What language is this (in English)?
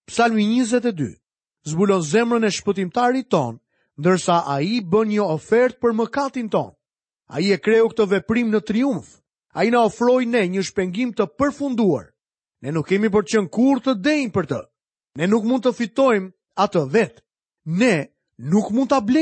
Albanian